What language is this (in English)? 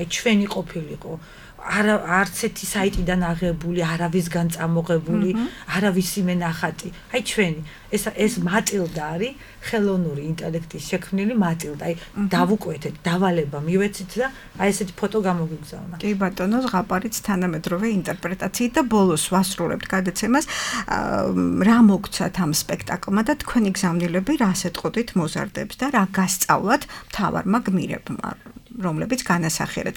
Georgian